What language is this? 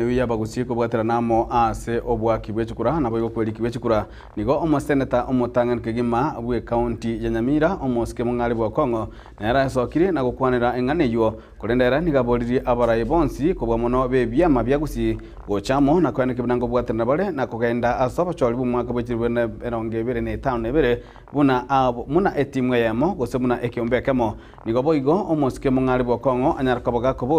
Gusii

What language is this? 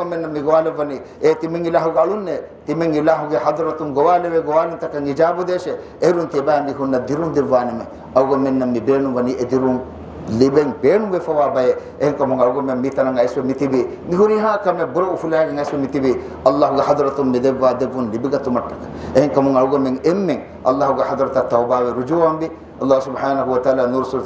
Divehi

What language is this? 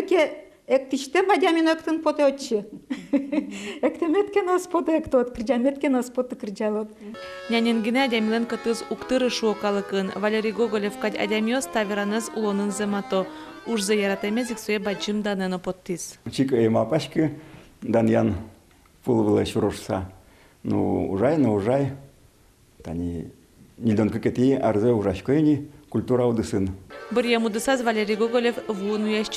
Udmurt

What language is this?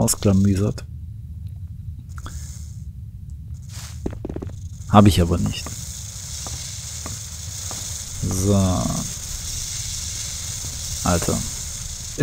German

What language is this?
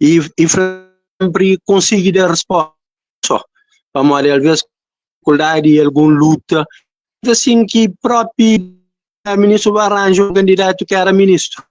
Kabuverdianu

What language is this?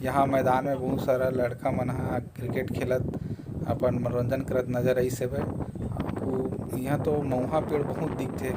Chhattisgarhi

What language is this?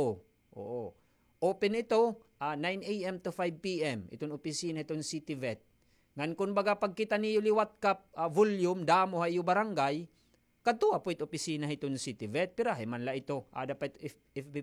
Waray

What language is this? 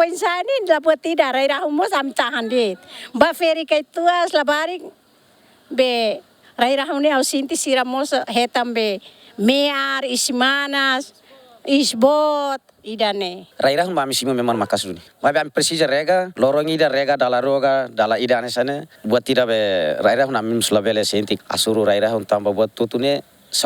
Tetum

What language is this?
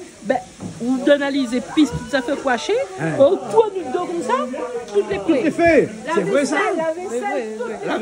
Réunion Creole French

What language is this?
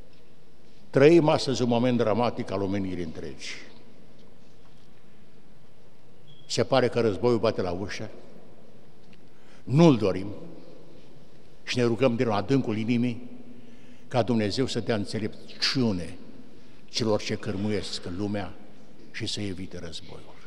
Romanian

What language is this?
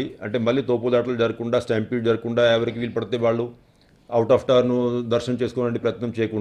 Telugu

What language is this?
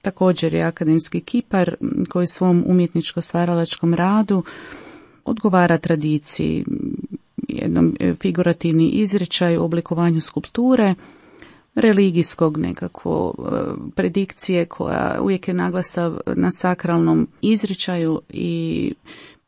Croatian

